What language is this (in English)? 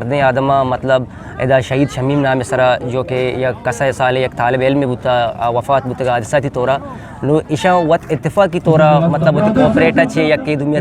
Eastern Balochi